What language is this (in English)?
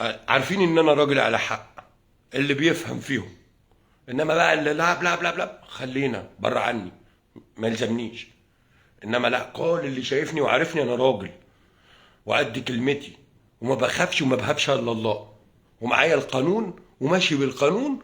Egyptian Arabic